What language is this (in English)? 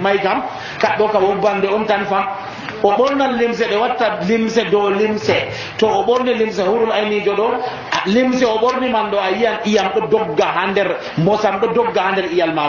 Nigerian Fulfulde